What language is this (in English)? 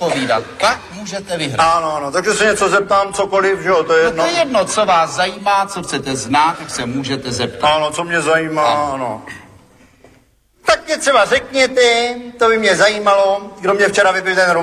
Czech